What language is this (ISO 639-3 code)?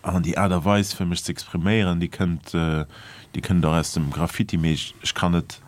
ltz